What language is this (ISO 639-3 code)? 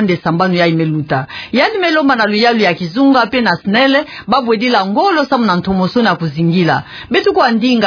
ktu